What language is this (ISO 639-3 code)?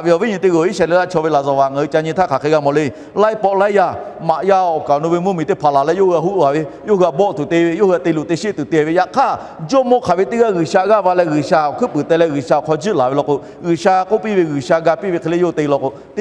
lhu